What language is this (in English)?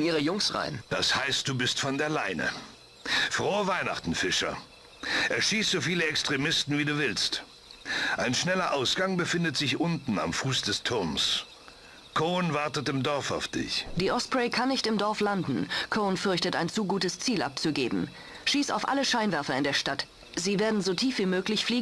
Bavarian